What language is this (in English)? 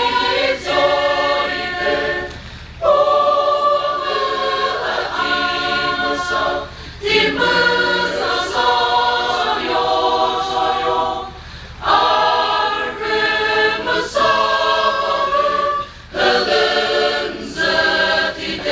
Chokri Naga